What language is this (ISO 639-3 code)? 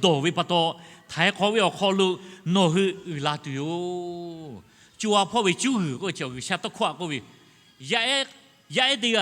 lhu